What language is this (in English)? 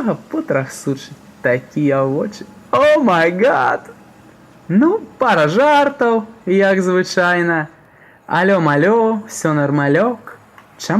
Belarusian